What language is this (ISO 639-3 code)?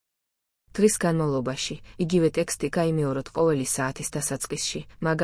kat